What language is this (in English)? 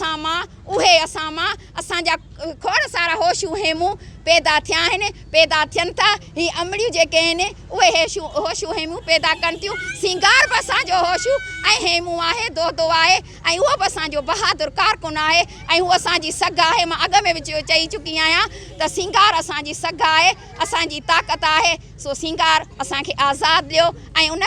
Sindhi